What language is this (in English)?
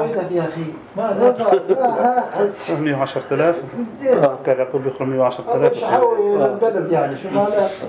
North Levantine Arabic